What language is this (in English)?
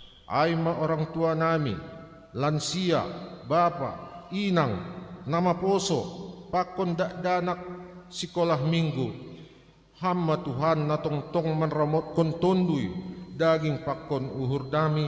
Batak Simalungun